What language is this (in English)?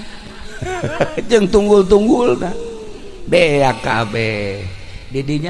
Sundanese